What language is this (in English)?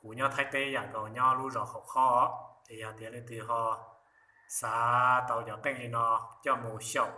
Hmong